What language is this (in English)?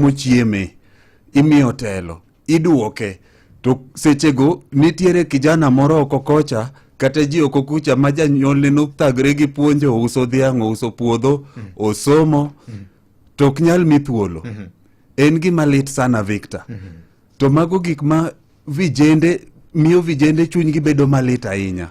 Luo (Kenya and Tanzania)